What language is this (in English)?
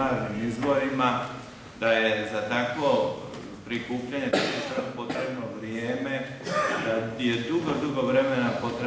Croatian